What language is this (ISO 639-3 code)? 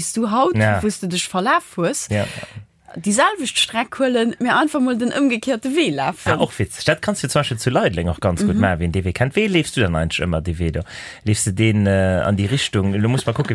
ltz